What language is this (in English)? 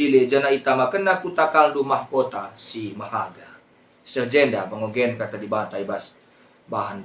Batak Karo